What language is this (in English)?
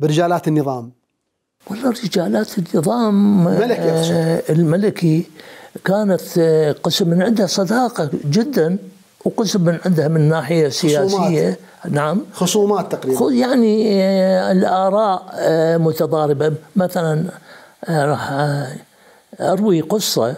Mesopotamian Arabic